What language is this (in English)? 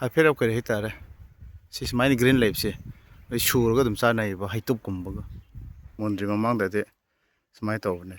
Manipuri